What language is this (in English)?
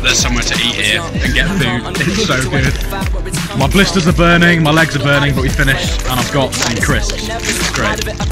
English